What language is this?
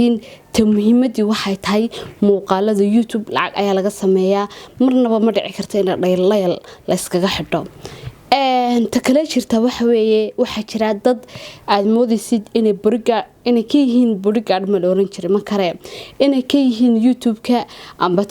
Somali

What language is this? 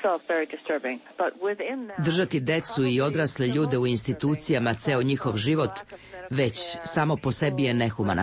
Serbian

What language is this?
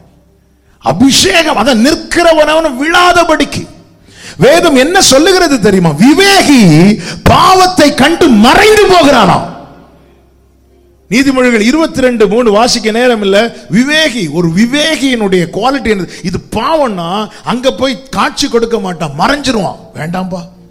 Tamil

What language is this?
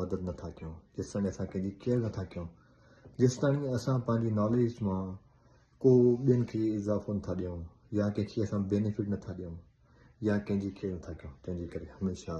Sindhi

